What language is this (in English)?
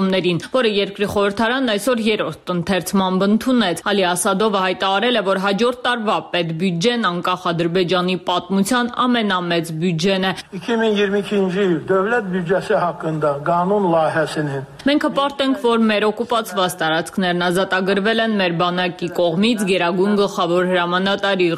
Armenian